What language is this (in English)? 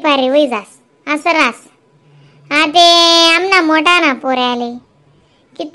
Khandesi